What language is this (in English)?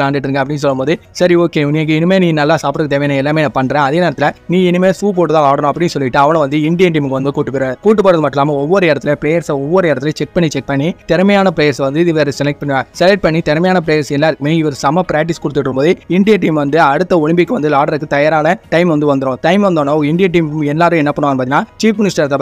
Tamil